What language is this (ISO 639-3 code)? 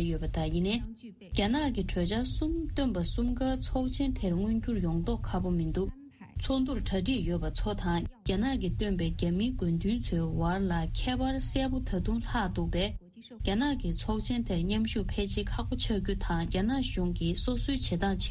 bod